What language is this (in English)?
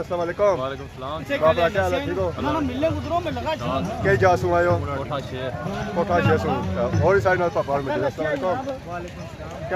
Pahari-Potwari